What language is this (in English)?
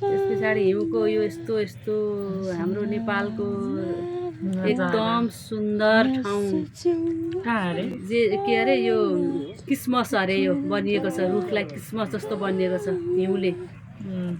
Nepali